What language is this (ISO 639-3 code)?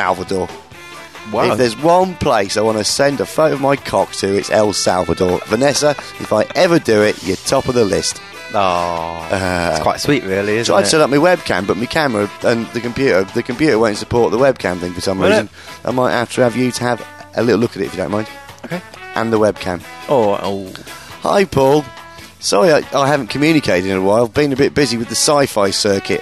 eng